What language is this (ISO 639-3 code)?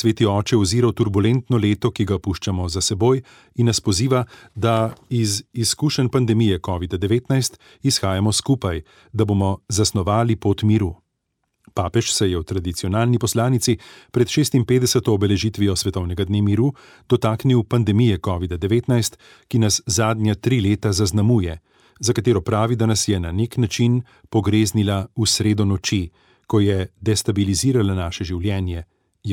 slv